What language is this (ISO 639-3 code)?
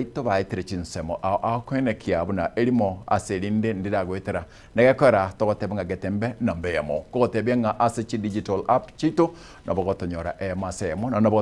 guz